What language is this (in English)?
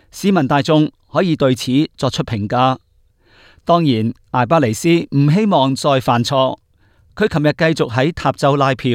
Cantonese